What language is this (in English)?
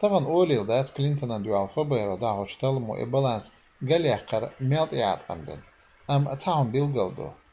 Chechen